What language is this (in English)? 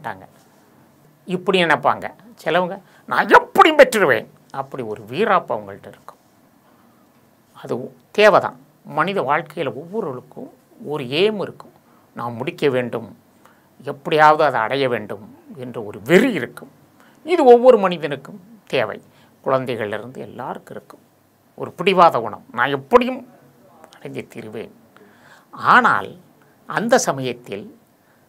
Tamil